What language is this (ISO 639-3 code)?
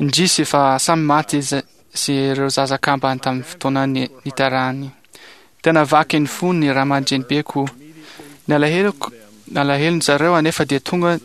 mlg